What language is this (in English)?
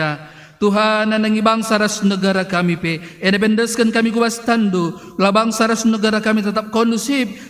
Batak Karo